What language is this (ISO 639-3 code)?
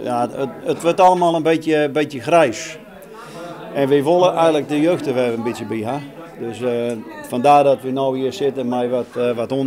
fry